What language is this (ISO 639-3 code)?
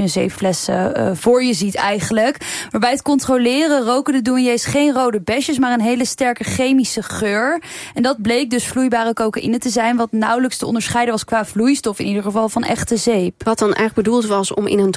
nld